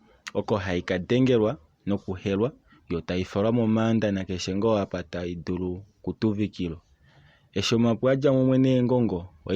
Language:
Kuanyama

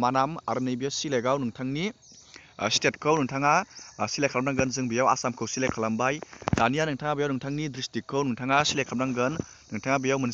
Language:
Bodo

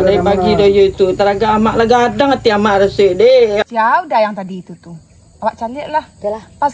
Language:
Minangkabau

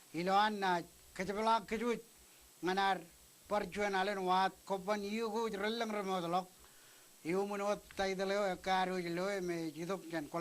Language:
Marshallese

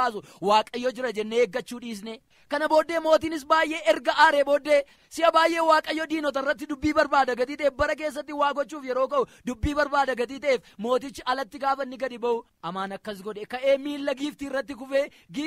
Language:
Oromo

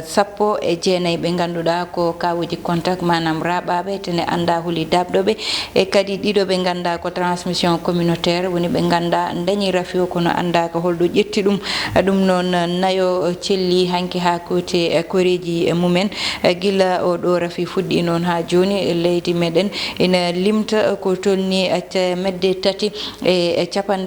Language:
Fula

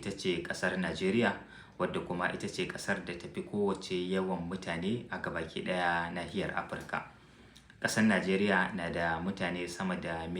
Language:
Hausa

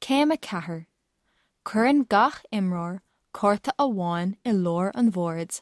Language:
Irish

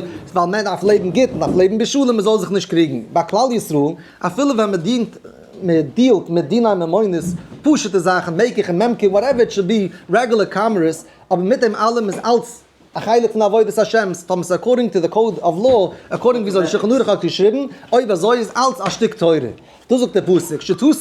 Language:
Yiddish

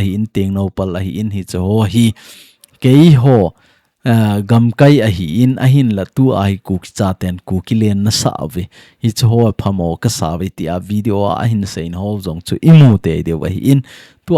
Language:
Thado Chin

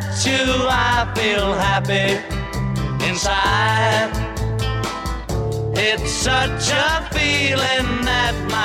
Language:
Spanish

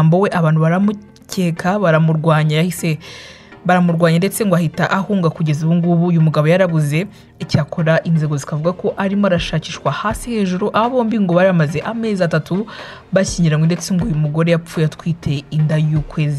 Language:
Kinyarwanda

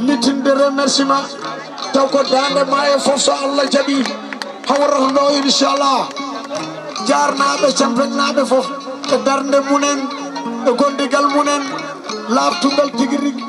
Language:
Fula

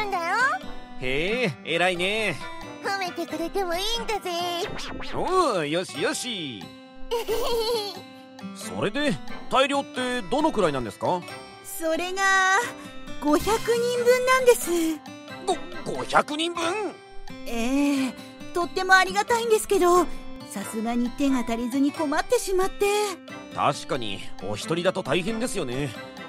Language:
Japanese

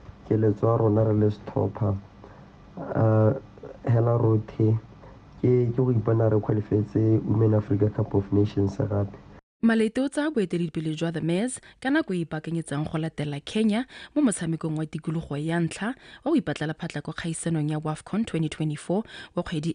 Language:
Tswana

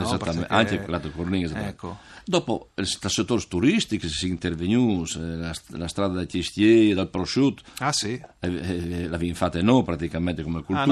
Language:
Friulian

